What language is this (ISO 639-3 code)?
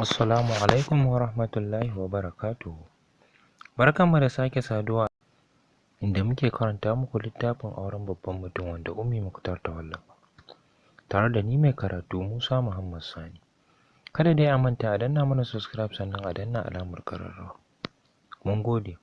hau